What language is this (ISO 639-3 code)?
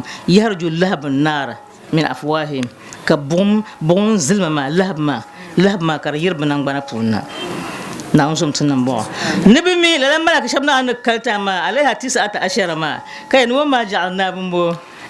dag